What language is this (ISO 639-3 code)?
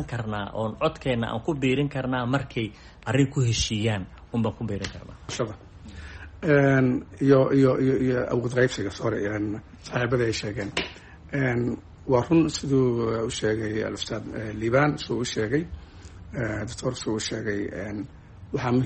som